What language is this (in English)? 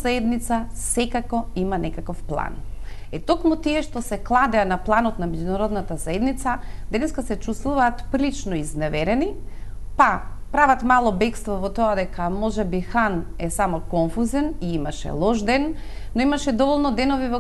Macedonian